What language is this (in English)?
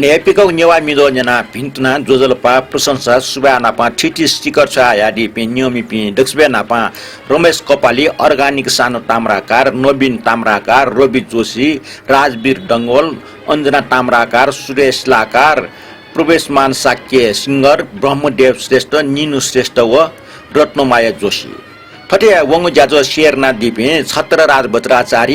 Newari